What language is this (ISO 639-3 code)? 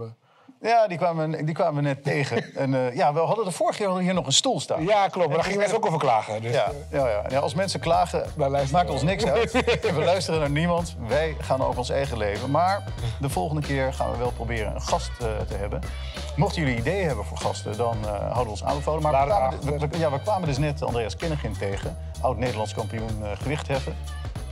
nld